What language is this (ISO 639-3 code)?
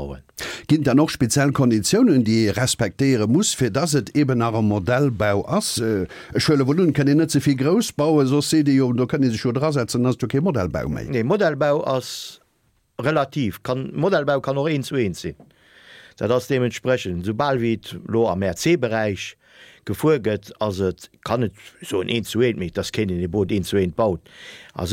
ltz